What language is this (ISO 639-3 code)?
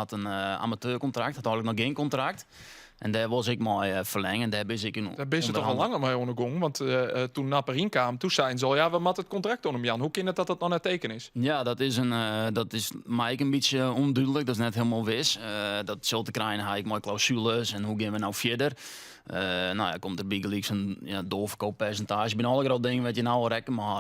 fry